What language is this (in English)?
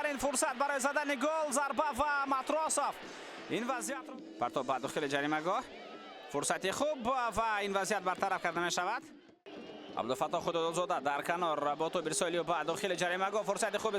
Tajik